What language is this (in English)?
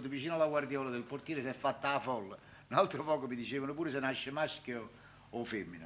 Neapolitan